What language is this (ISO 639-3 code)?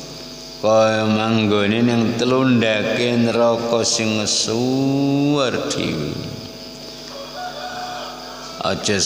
jav